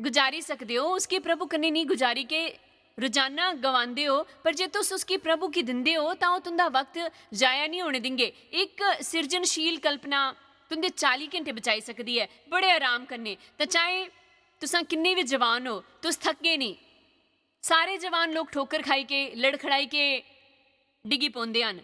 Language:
Dogri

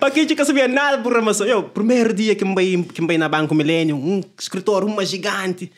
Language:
Kabuverdianu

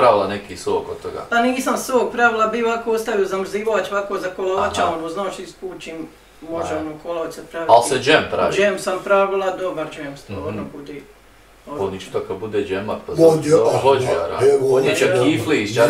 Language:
Bosnian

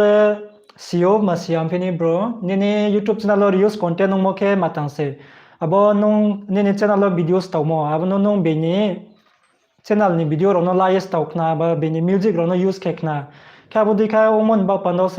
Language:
Riang (India)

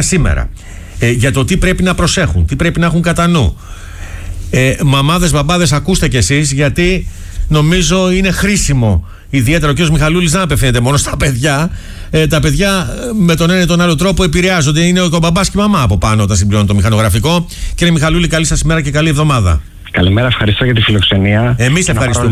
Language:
Greek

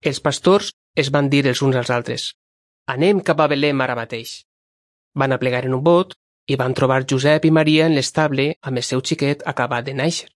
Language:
Catalan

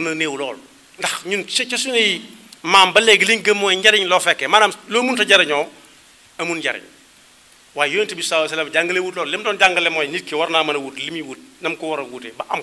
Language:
Wolof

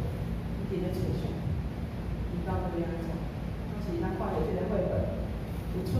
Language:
Min Nan Chinese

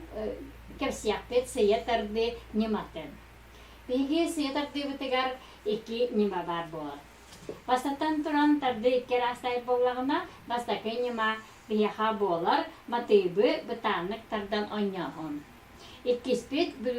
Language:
Yakut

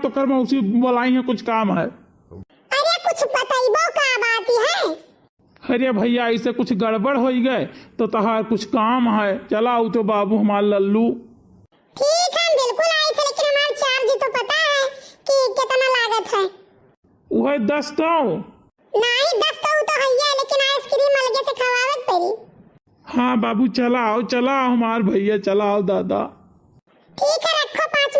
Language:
Awadhi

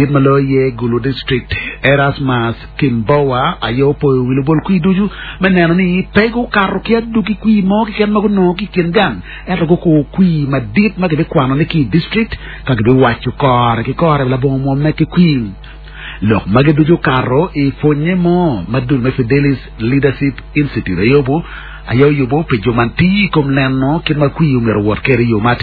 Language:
Acoli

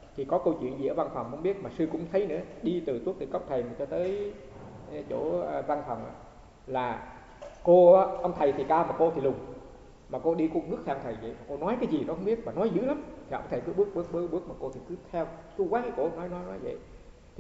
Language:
Vietnamese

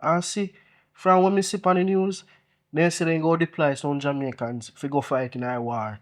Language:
Jamaican Creole English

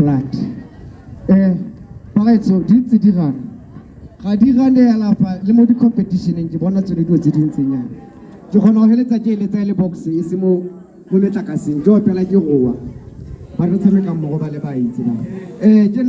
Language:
Tswana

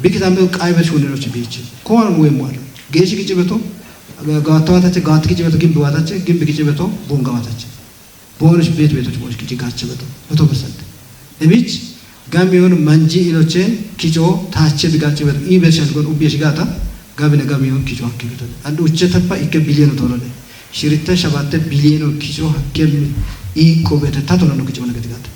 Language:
Kafa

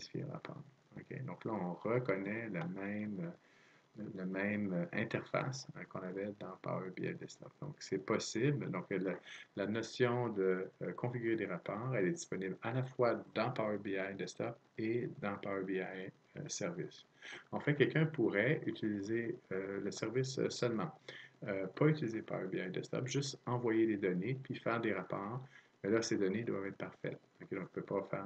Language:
French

